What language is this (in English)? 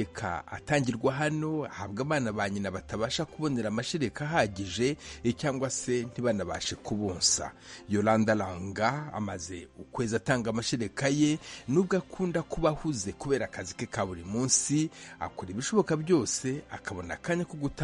Kinyarwanda